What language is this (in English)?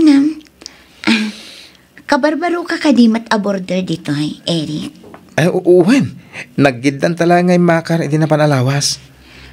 Iloko